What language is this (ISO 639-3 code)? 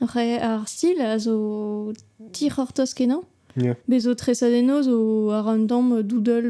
bre